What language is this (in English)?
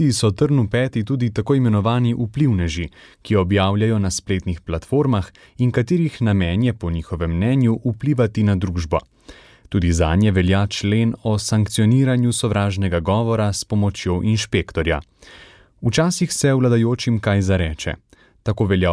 Slovenian